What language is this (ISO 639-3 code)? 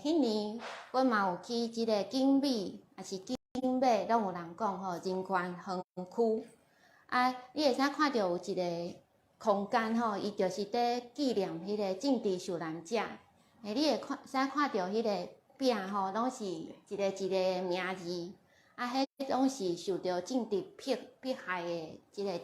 nan